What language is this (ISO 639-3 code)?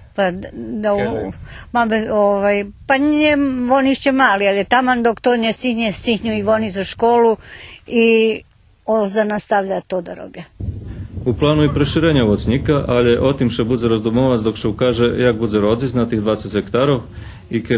rue